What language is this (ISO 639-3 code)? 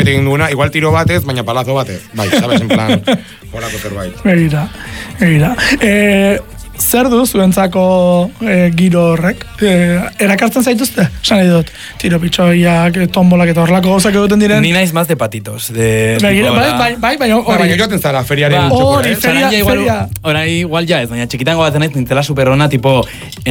eus